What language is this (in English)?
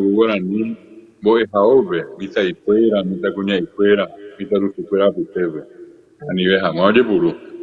Guarani